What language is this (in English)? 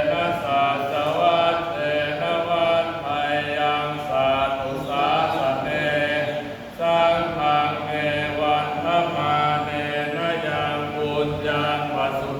Pali